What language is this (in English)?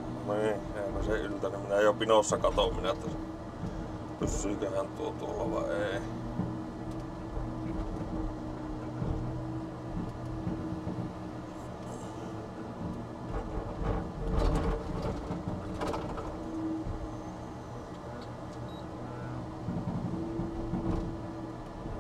Finnish